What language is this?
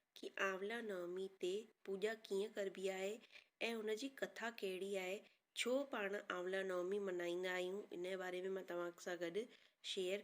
Sindhi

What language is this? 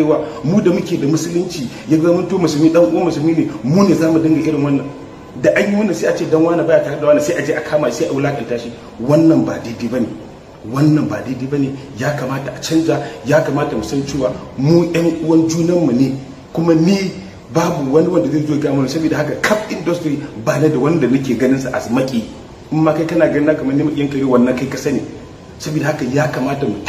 Hausa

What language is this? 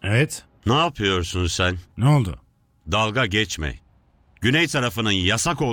Turkish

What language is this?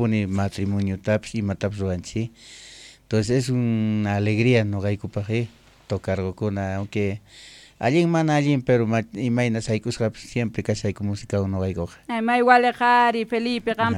South Bolivian Quechua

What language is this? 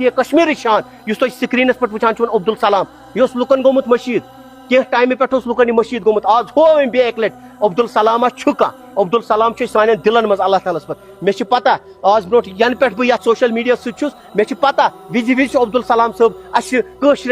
Kashmiri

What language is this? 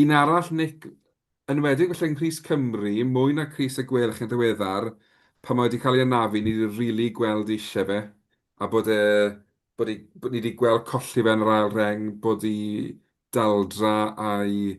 Welsh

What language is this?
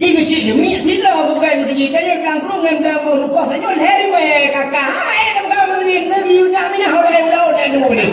Achinese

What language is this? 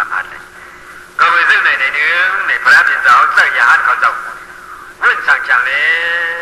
Shan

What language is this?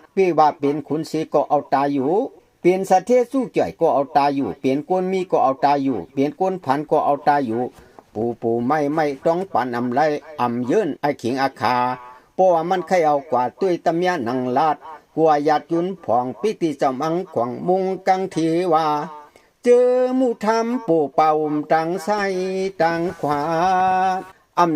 Shan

